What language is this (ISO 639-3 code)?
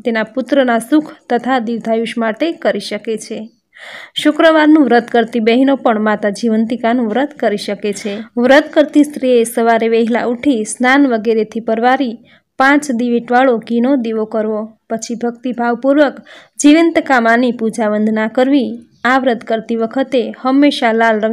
guj